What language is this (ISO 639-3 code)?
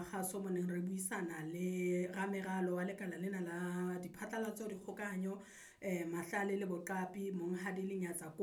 sot